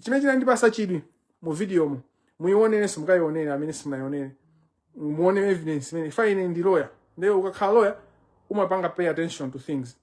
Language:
Nyanja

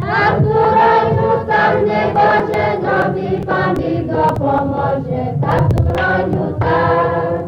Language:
Rusyn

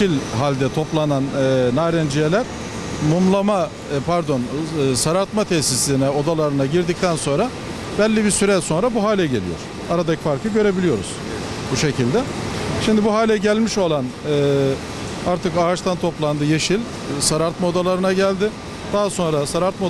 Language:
Turkish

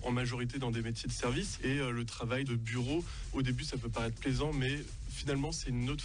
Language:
French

